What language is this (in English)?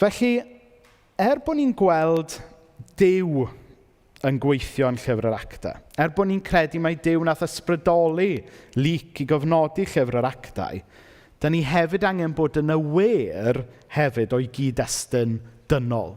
Welsh